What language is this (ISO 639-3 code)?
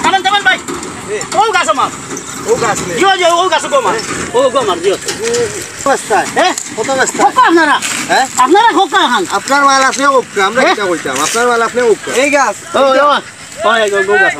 syl